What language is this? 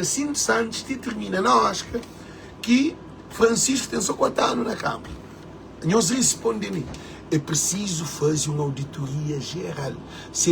Kabuverdianu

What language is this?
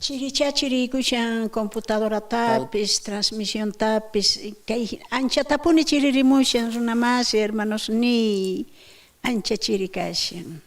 South Bolivian Quechua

